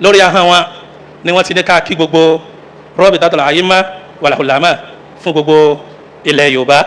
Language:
Yoruba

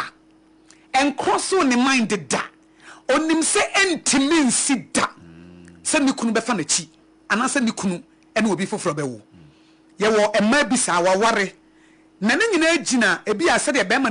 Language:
Akan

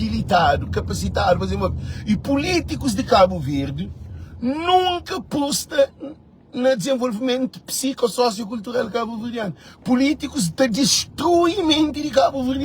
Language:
Kabuverdianu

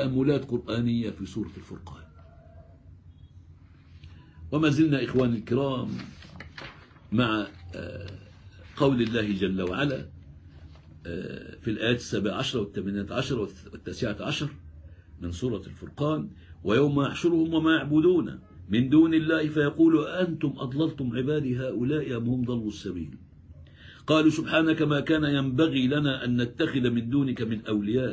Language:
Arabic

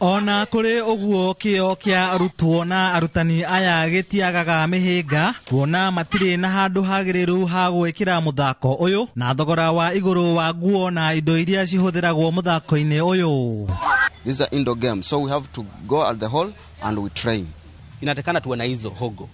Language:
Kikuyu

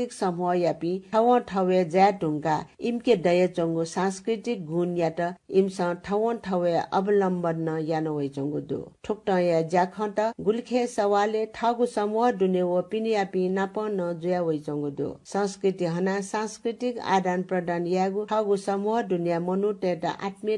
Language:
Newari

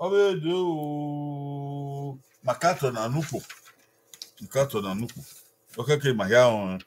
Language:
Bini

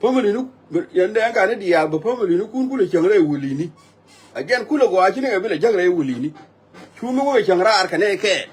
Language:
Nuer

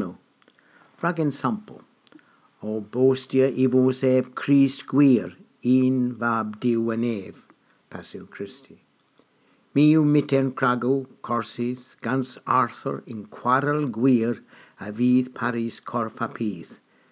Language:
Cornish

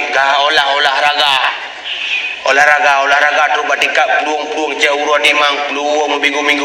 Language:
Achinese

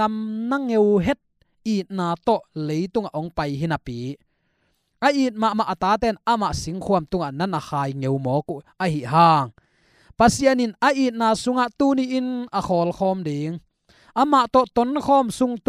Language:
Tedim Chin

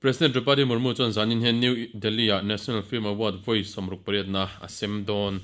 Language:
Mizo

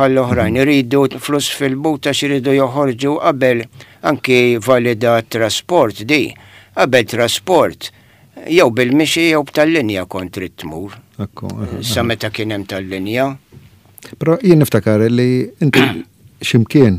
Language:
Maltese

